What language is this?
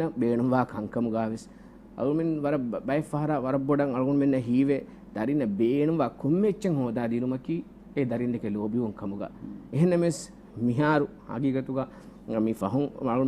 Divehi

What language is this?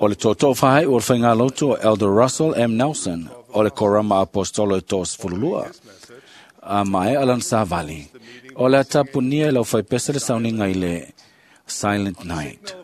Samoan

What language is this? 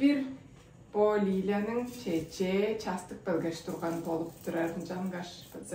Tuvinian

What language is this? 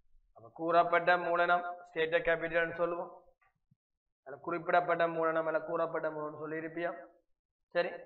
Tamil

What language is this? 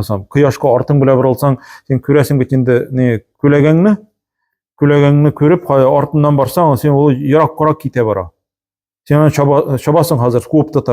Tatar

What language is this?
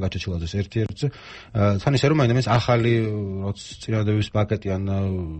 Georgian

